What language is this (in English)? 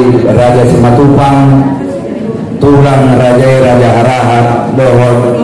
Batak Angkola